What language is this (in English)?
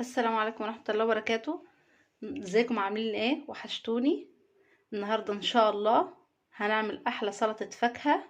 Egyptian Arabic